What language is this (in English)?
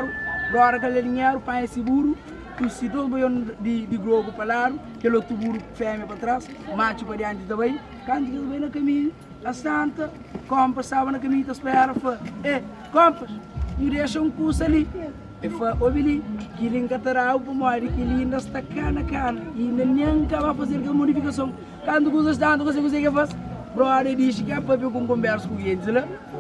Kabuverdianu